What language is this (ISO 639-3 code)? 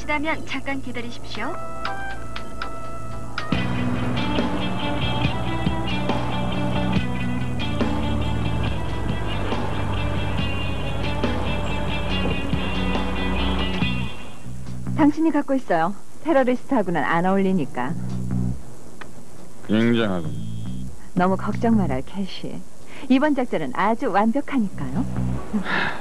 kor